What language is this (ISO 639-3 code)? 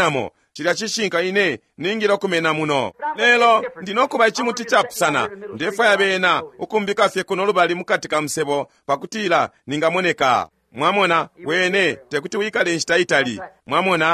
bem